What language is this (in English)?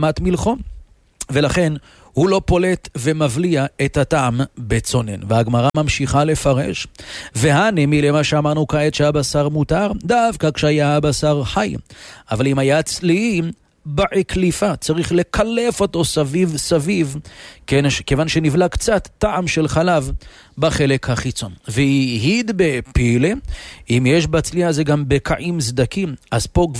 Hebrew